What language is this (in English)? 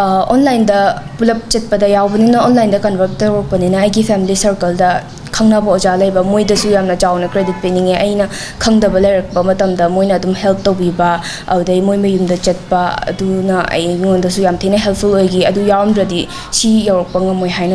Manipuri